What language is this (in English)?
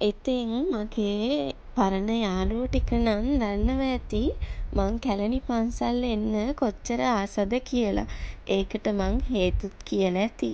Sinhala